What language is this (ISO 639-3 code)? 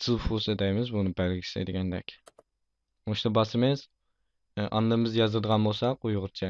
uig